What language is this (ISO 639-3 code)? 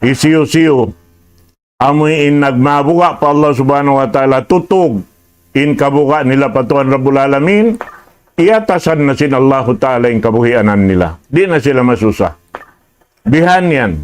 tsg